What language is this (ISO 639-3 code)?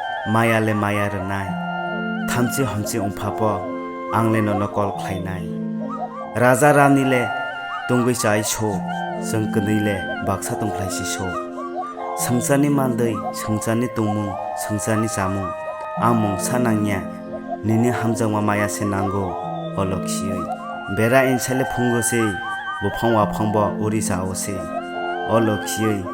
trp